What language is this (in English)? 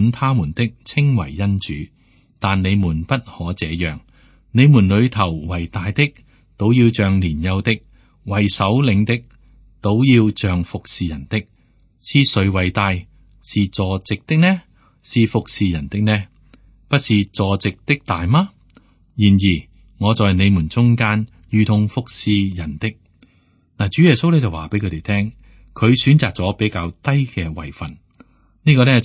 Cantonese